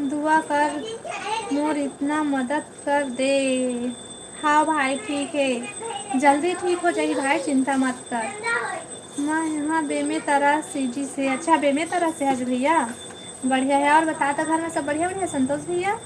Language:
Chhattisgarhi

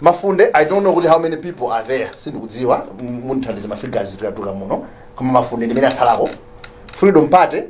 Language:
Nyanja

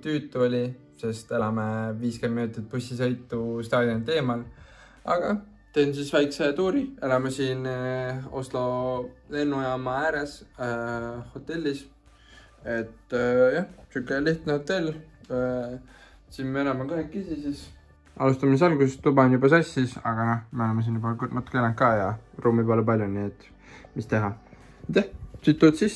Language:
Estonian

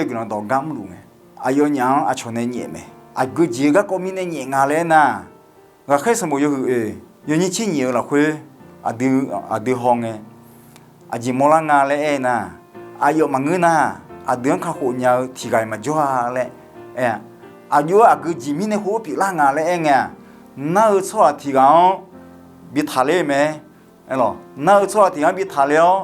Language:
Akha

